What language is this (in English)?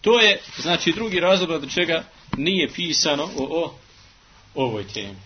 Bosnian